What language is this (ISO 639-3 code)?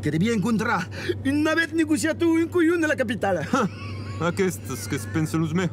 oci